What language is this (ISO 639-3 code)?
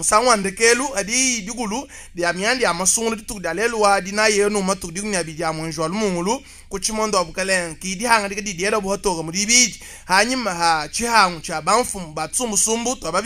lua